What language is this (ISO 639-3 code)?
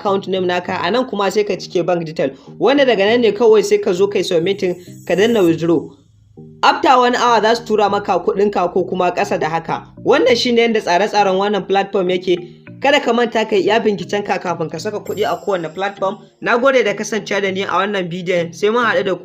hau